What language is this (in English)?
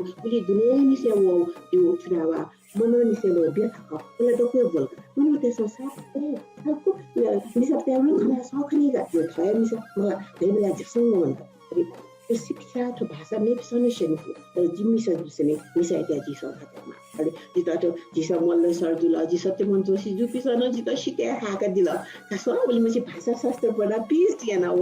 Newari